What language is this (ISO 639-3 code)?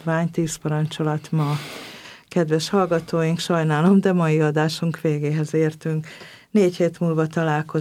hun